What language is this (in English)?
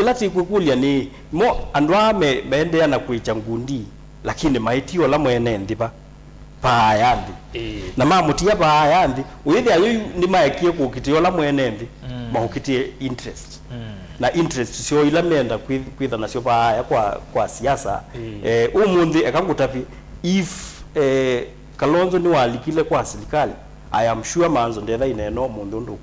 Kamba